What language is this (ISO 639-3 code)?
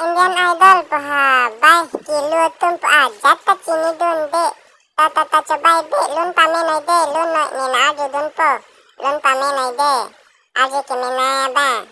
mjw